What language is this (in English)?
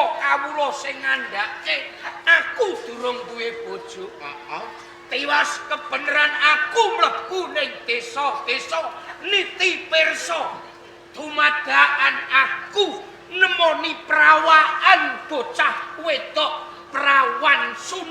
Javanese